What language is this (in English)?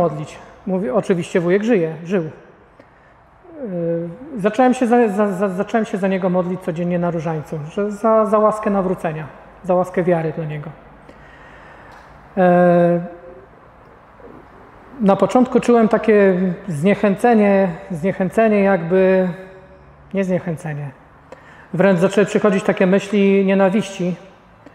Polish